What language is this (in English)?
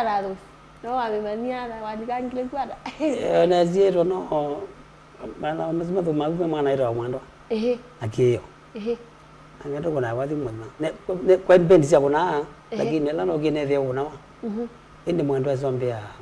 Kamba